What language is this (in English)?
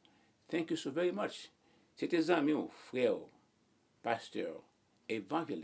Haitian Creole